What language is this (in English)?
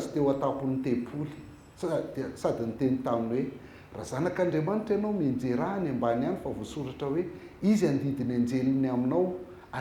Malagasy